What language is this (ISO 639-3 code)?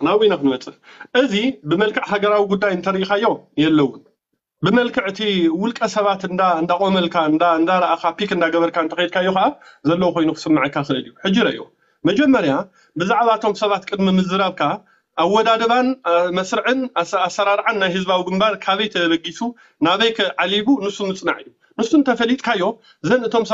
tir